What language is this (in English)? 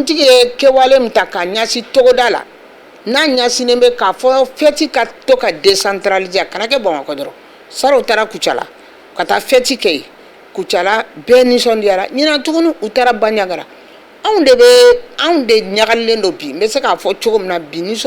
Bambara